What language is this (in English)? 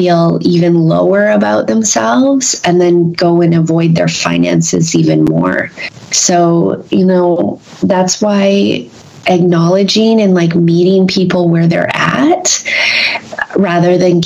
English